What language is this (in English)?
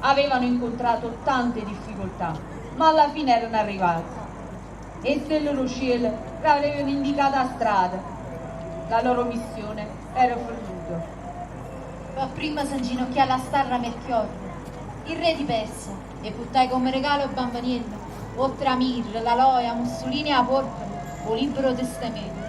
Neapolitan